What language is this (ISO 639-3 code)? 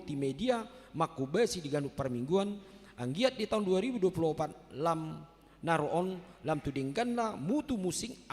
bbc